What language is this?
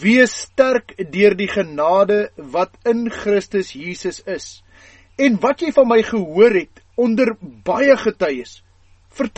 Afrikaans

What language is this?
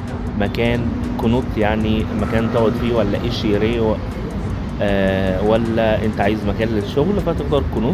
Egyptian Arabic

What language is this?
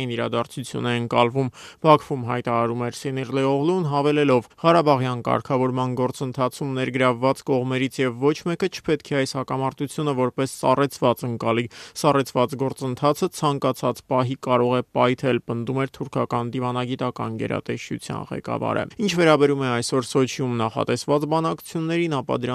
Armenian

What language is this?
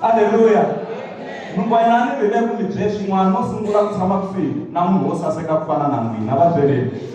Tsonga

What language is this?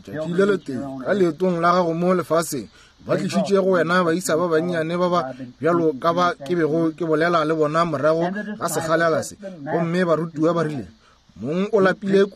Northern Sotho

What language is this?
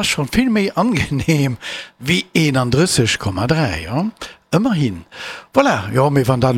Luxembourgish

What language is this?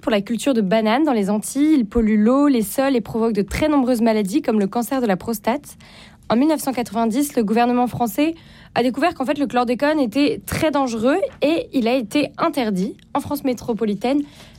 French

